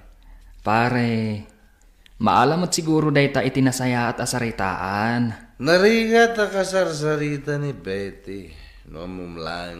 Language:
Iloko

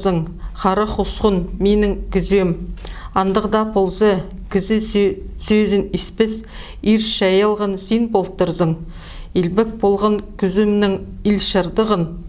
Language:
Khakas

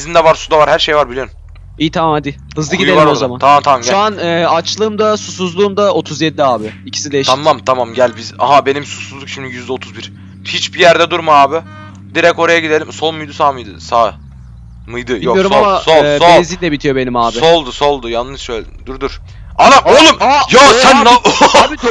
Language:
Turkish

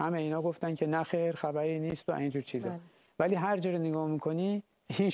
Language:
Persian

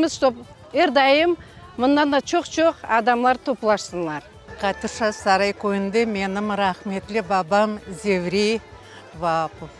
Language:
Crimean Tatar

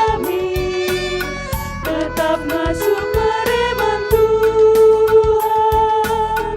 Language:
Batak Karo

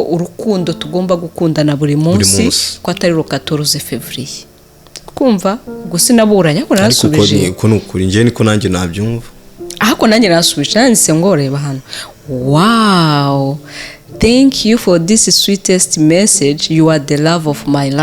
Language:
Kinyarwanda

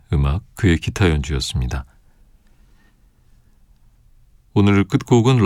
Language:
Korean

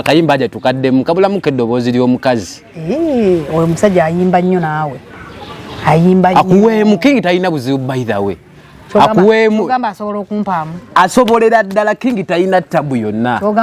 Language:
Ganda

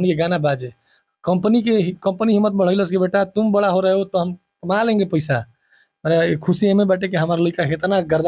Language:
Bhojpuri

